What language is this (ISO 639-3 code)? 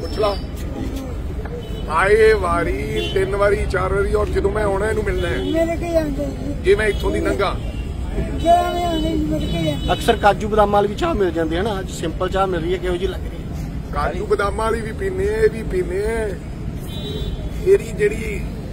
pan